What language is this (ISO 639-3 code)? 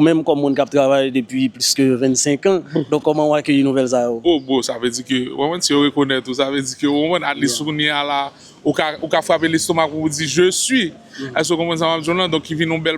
hat